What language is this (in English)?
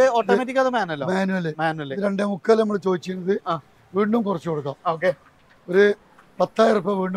Malayalam